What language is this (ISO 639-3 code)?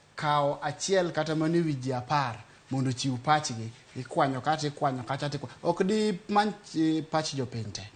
luo